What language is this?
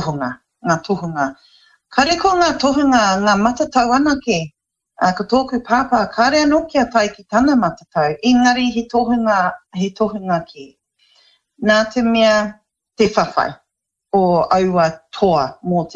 Māori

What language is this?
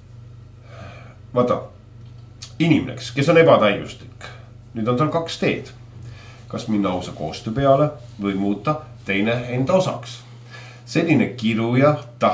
Estonian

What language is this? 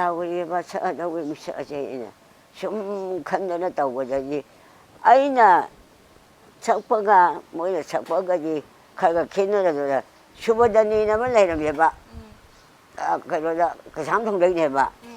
Manipuri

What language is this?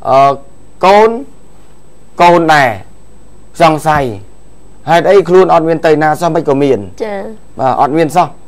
Khmer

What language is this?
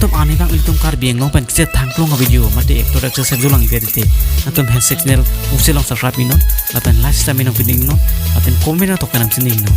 Karbi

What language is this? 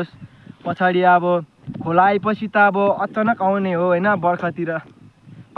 Nepali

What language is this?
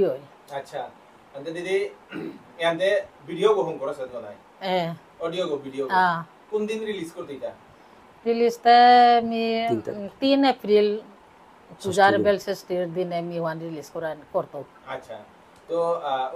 Bishnupriya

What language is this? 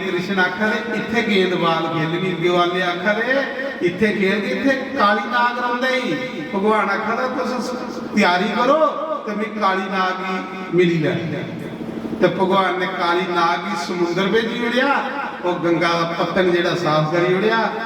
Dogri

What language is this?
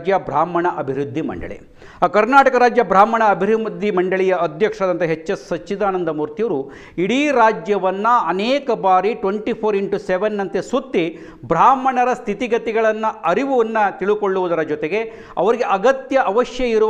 Kannada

